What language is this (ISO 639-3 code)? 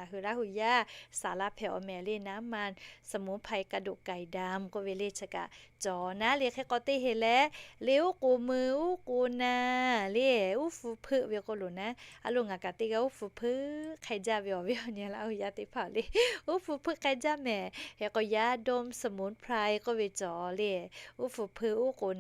lhu